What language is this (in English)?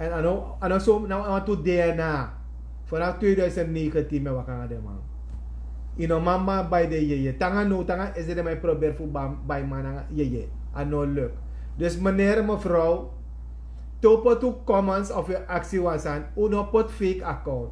Sranan Tongo